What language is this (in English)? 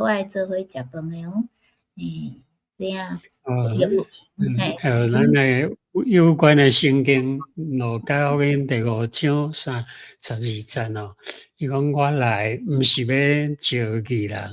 Min Nan Chinese